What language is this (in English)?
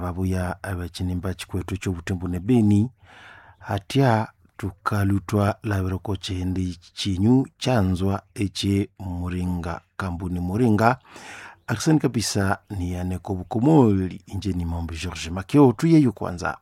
Nande